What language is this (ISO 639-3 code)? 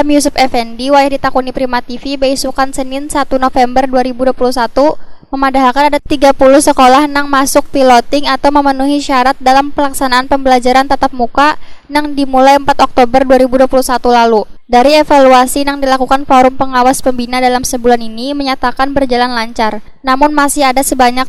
bjn